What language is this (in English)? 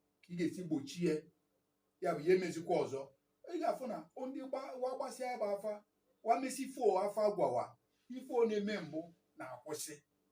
Igbo